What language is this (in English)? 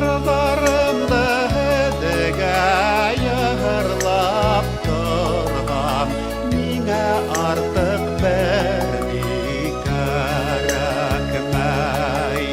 Bashkir